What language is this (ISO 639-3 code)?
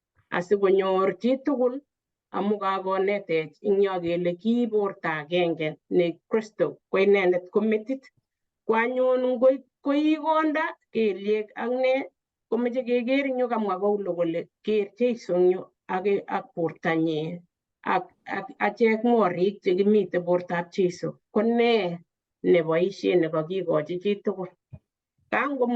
kln